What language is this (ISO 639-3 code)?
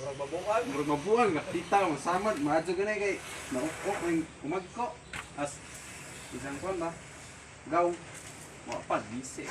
ceb